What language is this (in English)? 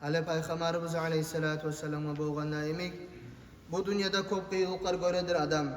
Kumyk